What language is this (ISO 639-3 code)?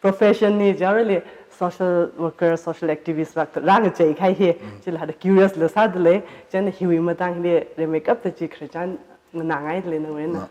nmf